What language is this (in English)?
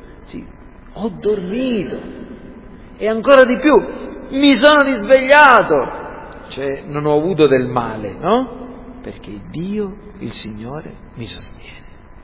Italian